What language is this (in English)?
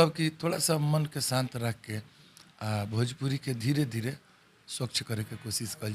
Bhojpuri